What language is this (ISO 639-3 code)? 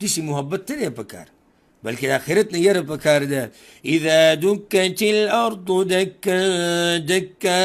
pus